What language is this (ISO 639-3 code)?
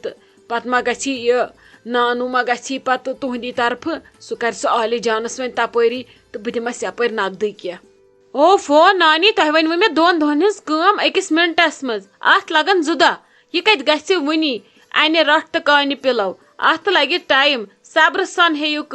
kas